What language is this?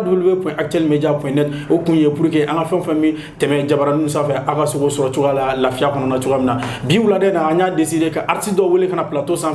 Bambara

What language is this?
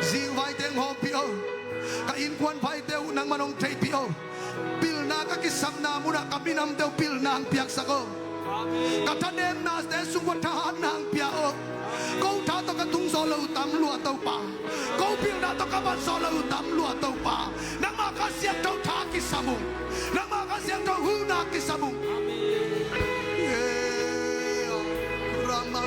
Tedim Chin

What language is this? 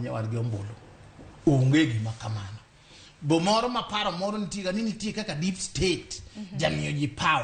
Luo (Kenya and Tanzania)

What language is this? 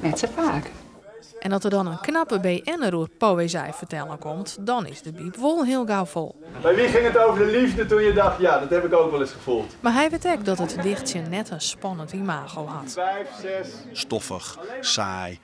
Western Frisian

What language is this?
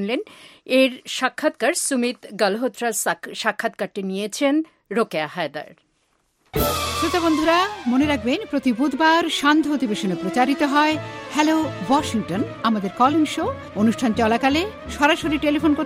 Bangla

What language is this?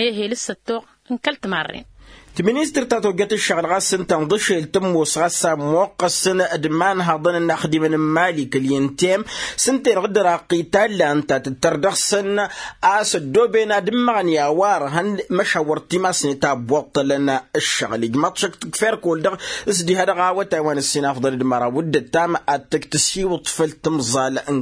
Tamasheq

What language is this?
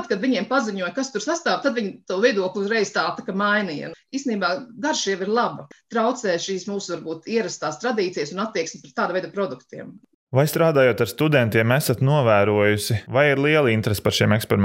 Latvian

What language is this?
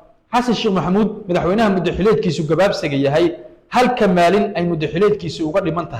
Somali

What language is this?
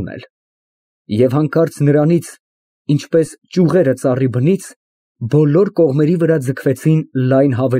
Armenian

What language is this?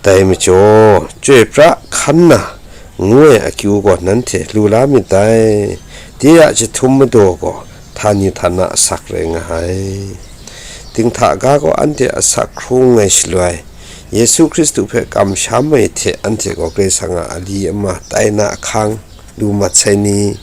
Kachin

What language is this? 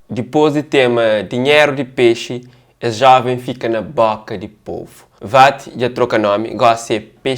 Kabuverdianu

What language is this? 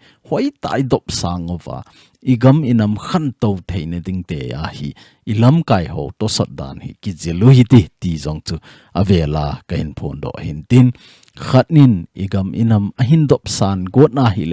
Thado Chin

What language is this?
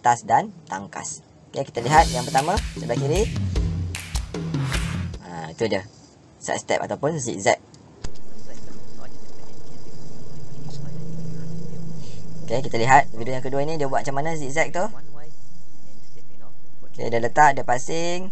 Malay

